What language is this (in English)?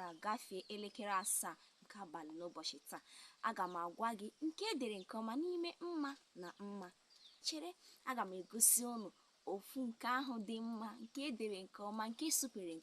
Igbo